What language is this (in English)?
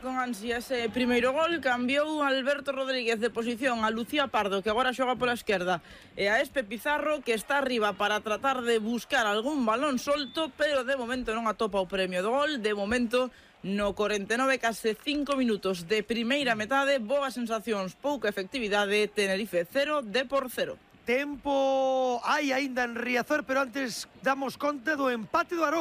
Galician